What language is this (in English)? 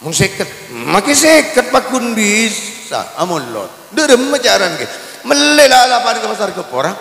Madurese